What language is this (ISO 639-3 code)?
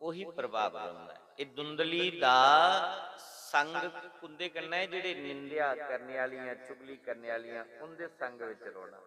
doi